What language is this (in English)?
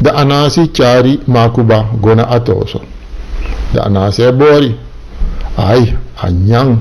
Sranan Tongo